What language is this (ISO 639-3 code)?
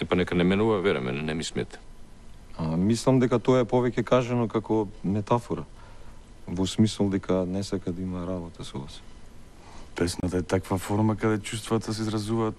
mkd